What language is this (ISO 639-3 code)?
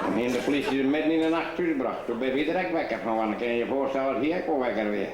fry